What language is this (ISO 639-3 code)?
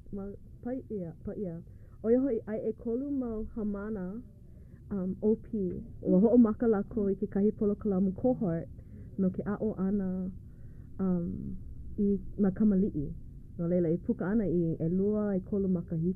haw